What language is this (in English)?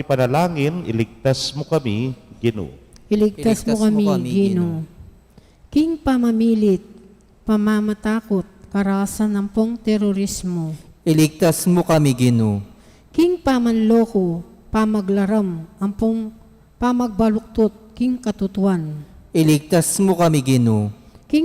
Pampanga